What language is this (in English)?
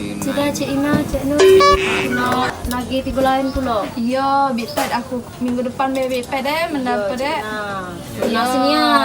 Musi